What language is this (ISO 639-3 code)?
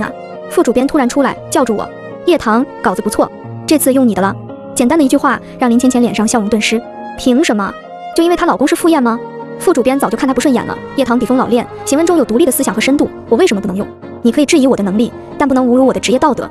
zho